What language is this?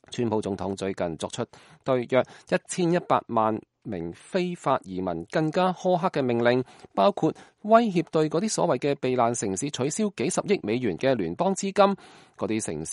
Cantonese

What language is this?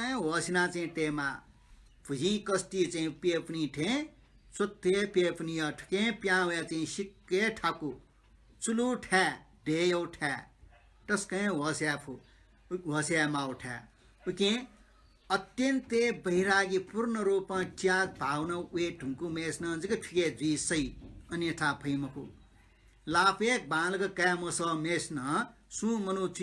Newari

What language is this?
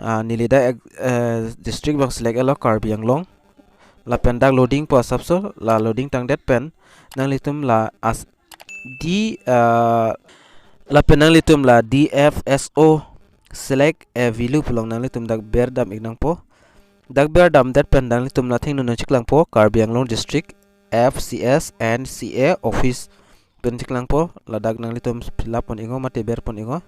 Karbi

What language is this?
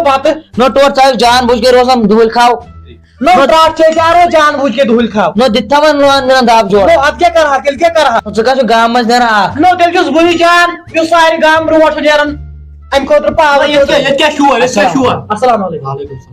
Kashmiri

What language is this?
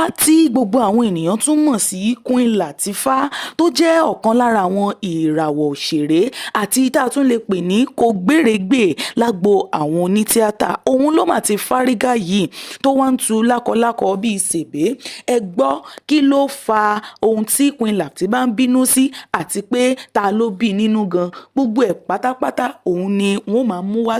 Yoruba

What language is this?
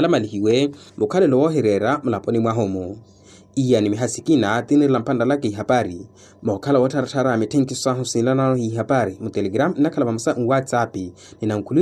Makhuwa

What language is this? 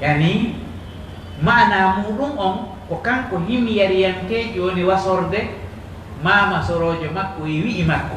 Pular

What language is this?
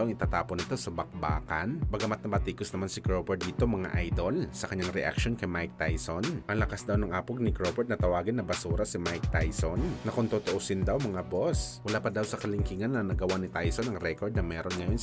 Filipino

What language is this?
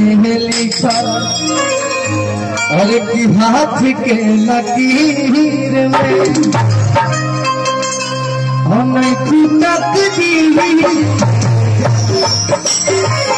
Bhojpuri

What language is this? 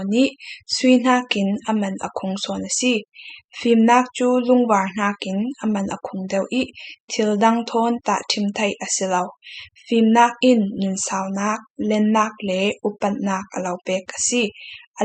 Falam Chin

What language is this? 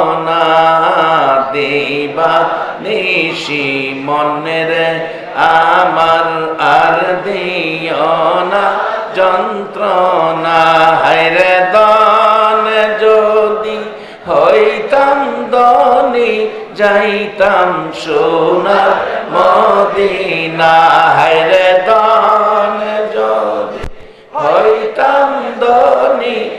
Bangla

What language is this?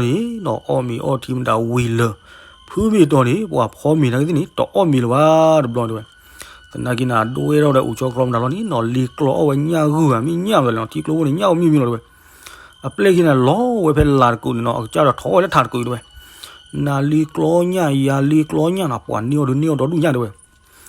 S'gaw Karen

